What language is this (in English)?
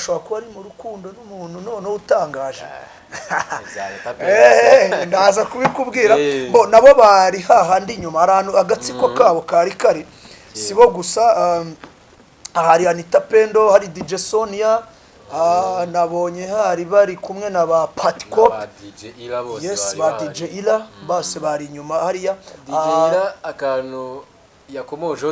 Kinyarwanda